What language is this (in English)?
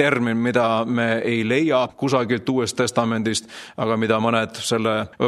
Estonian